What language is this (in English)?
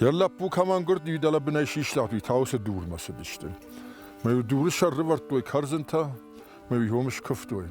Ossetic